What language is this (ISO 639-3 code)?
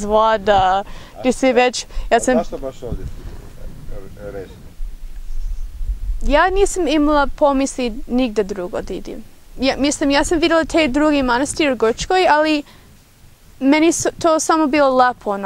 srp